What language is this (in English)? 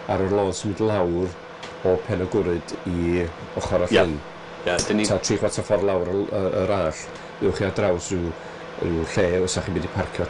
Welsh